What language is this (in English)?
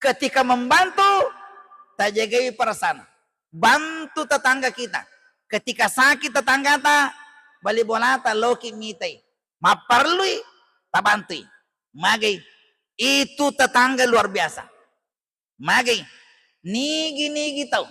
Buginese